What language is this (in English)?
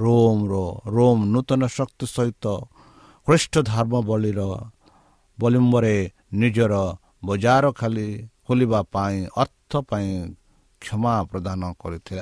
Odia